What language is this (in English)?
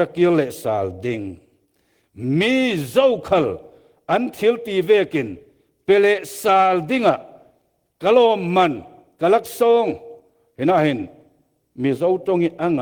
Falam Chin